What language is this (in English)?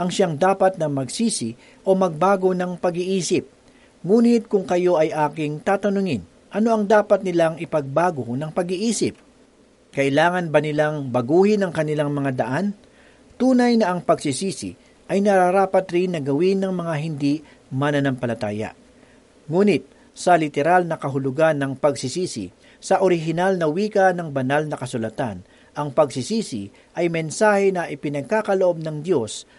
Filipino